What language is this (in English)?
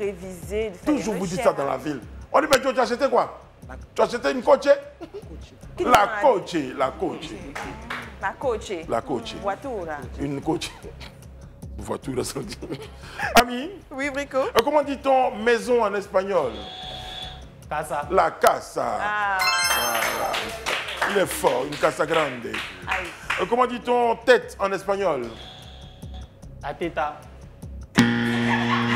French